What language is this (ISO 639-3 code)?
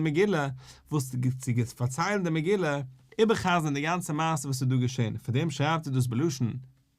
yid